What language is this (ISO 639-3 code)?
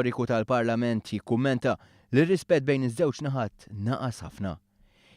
mlt